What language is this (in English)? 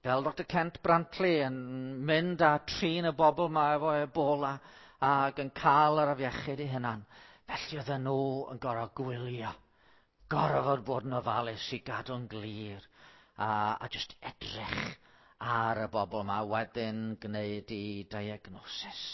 Welsh